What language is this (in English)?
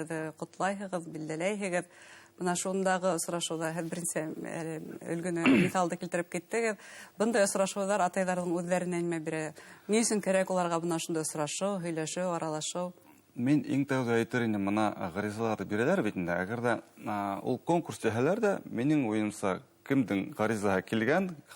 Bashkir